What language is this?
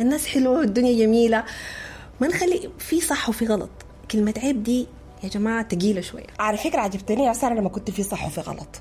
Sudanese Arabic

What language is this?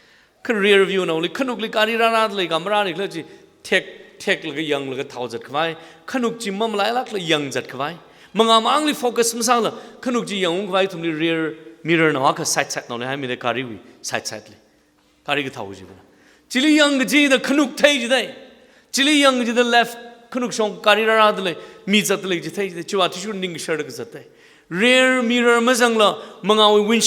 Tangkhul Naga (India)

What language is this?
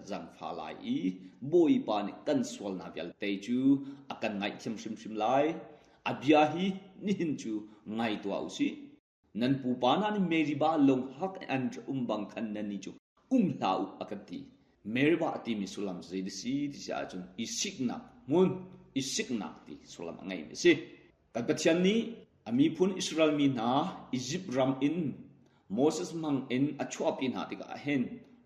Hakha Chin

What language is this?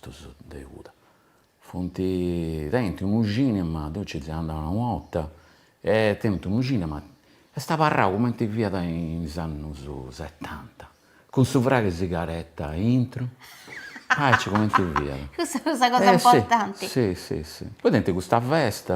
Sardinian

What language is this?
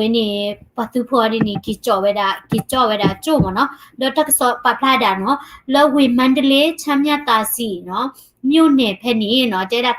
S'gaw Karen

